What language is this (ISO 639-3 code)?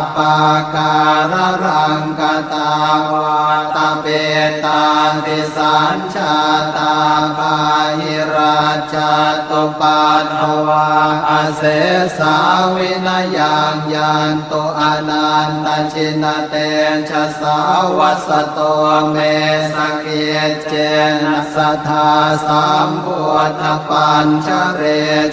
pli